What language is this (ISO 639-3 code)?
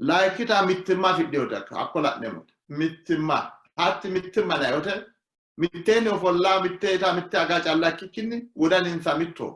sid